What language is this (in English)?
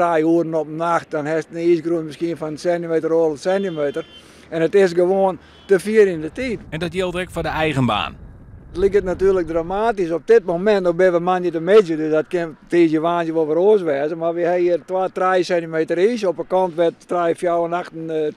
Western Frisian